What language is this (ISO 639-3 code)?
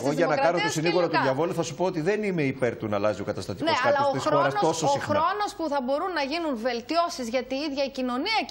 ell